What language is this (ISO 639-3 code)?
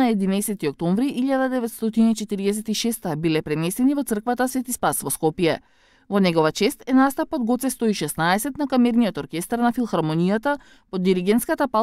mkd